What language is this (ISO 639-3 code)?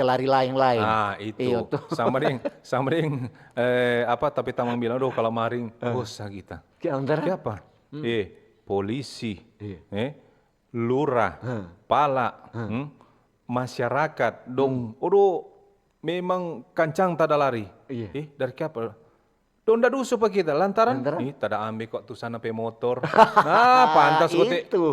xmm